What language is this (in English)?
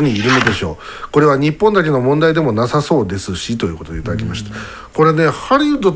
Japanese